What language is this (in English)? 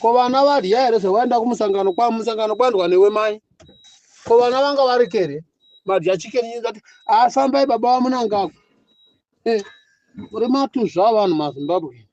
Shona